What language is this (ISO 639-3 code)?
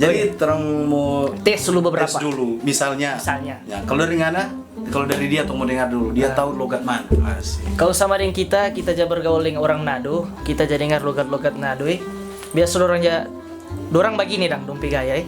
xmm